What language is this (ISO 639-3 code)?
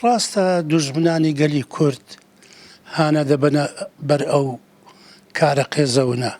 ckb